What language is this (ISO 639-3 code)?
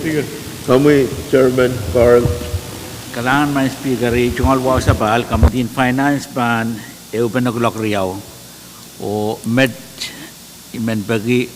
pon